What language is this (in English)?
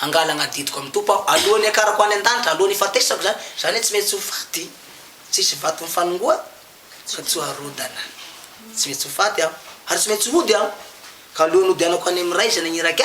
Malagasy